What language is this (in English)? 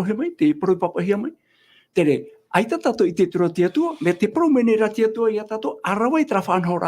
Tahitian